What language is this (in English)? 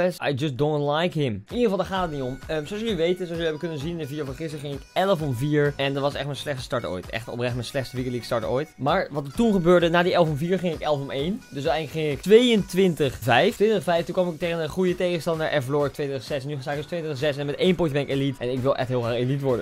Dutch